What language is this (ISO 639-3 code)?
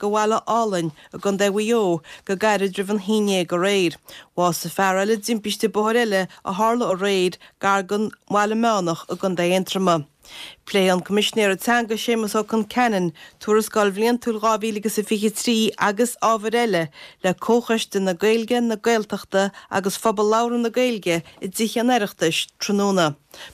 gle